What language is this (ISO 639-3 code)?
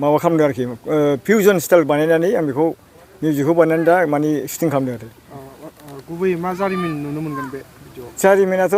brx